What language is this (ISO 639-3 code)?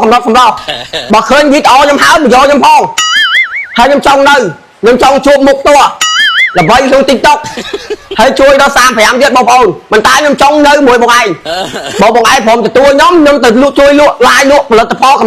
khm